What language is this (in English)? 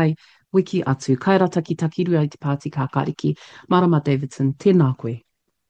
Māori